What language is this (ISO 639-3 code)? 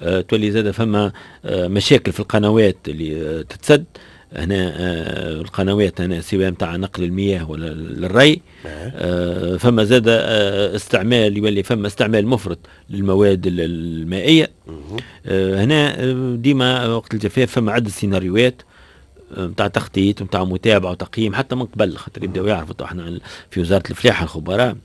aeb